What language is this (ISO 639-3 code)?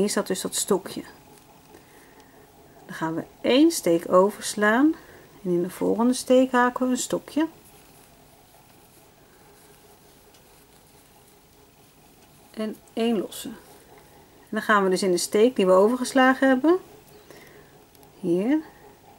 nld